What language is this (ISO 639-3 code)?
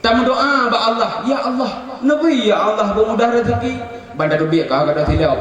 ace